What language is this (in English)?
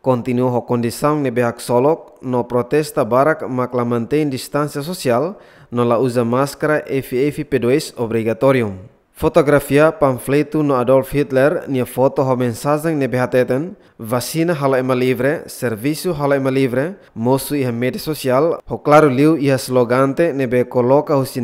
Tetum